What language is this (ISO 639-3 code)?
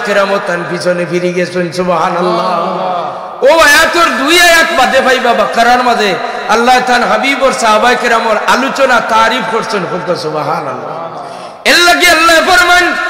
syl